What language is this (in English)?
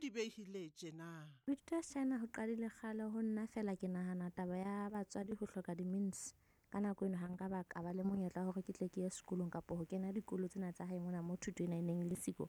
Southern Sotho